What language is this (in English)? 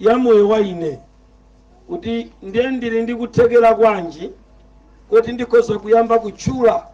Nyanja